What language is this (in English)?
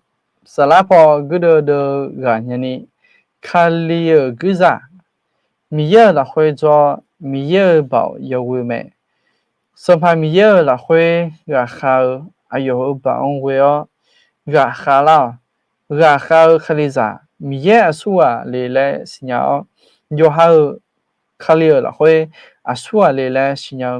Akha